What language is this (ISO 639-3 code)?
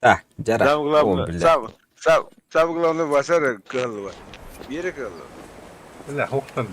sah